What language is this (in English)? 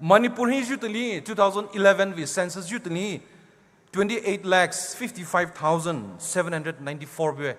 Poumei Naga